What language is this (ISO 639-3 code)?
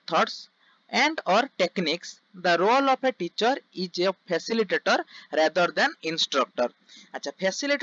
ori